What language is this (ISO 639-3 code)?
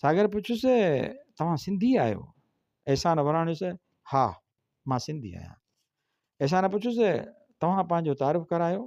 snd